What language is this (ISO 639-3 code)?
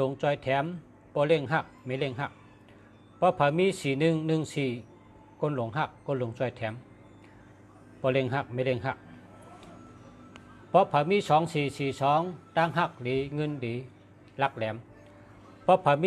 shn